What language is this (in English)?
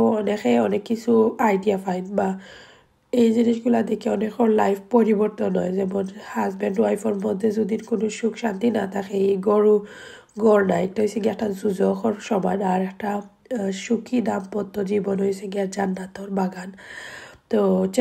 Sylheti